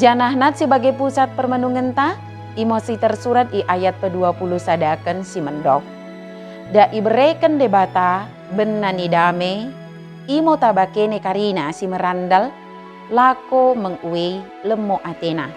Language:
Batak Dairi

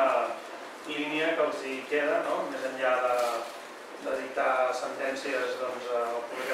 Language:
Catalan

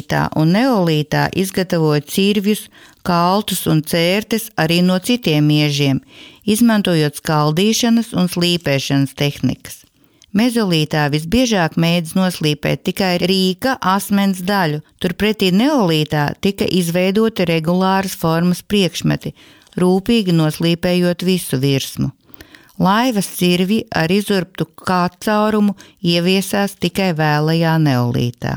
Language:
Latvian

